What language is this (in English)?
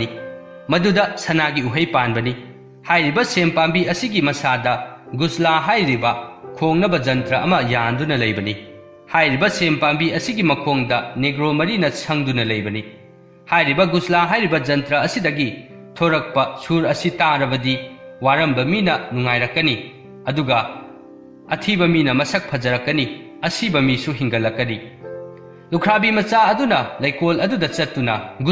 Manipuri